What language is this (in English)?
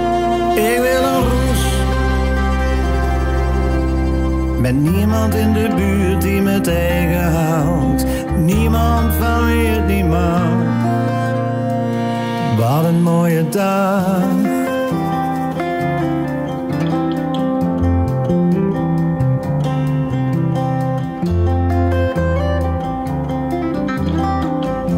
Dutch